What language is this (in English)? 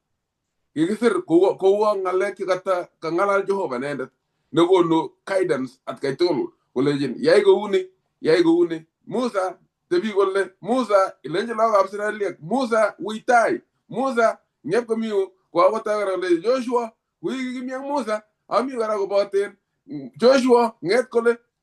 Kalenjin